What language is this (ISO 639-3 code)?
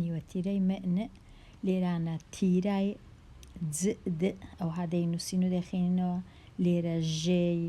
ckb